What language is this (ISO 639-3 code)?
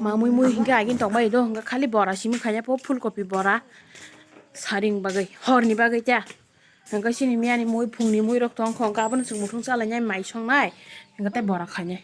trp